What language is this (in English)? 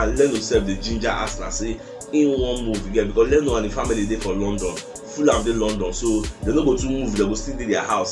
Nigerian Pidgin